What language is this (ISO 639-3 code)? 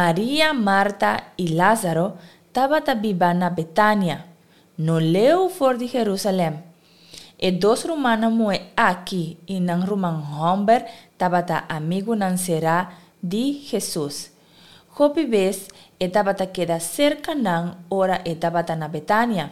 pap